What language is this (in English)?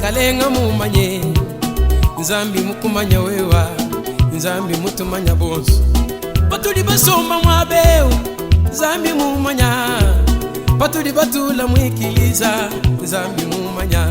Luba-Lulua